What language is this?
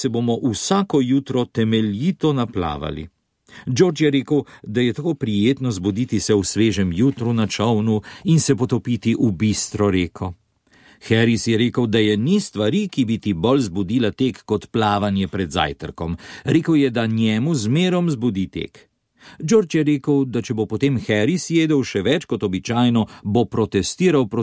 Slovenian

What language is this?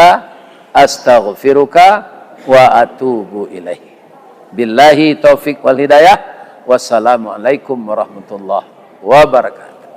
Minangkabau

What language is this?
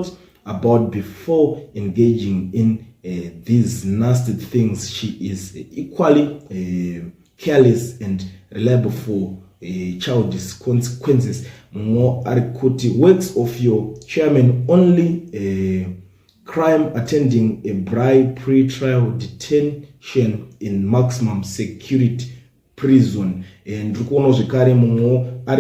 Shona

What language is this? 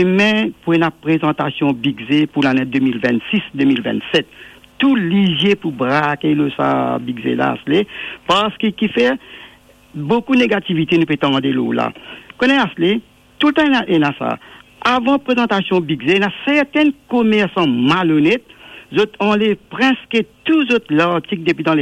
Morisyen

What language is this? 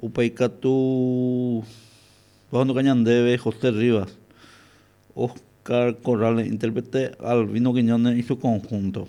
Guarani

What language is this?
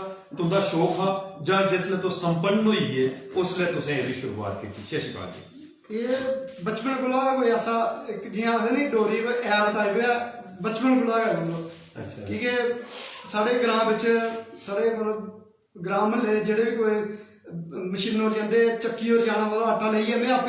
Dogri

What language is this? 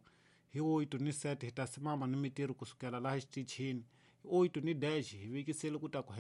Tsonga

